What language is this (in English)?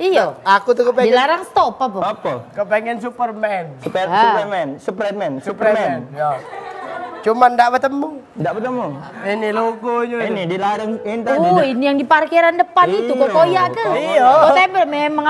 Musi